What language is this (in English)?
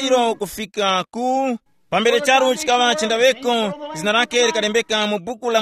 Tumbuka